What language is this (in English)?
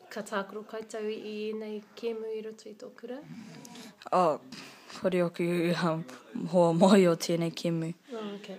Māori